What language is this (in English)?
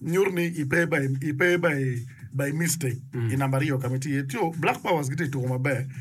Acoli